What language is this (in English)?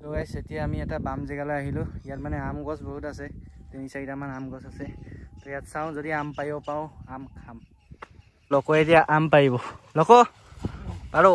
Assamese